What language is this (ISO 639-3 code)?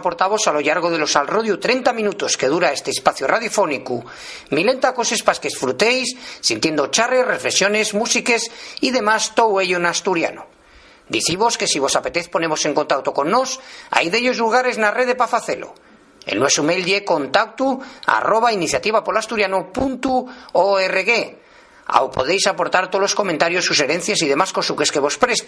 ast